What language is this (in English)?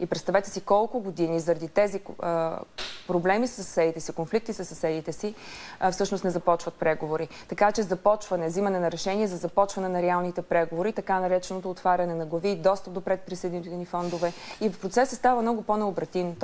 Bulgarian